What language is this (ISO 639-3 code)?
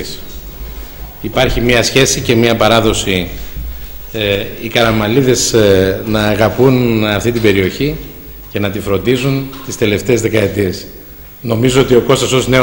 ell